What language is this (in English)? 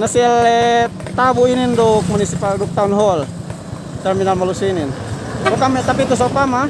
Yakan